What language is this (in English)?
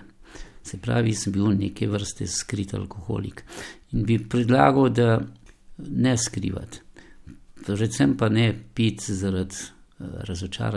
Slovenian